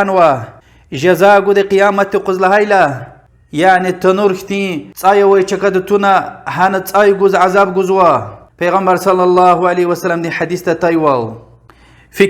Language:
Lezghian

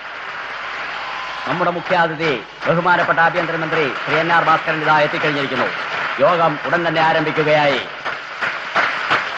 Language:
Malayalam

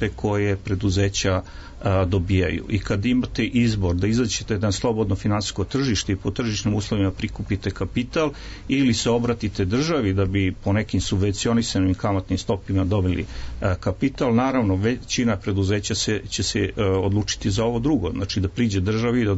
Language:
Serbian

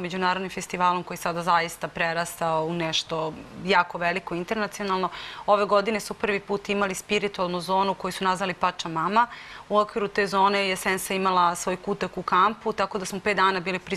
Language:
Serbian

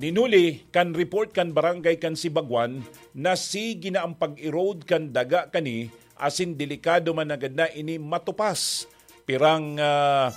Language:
Bikol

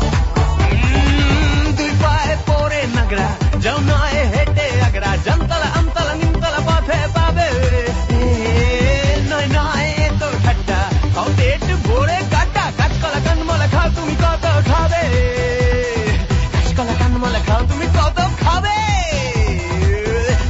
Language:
Bangla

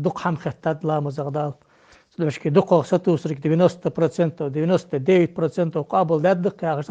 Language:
Ingush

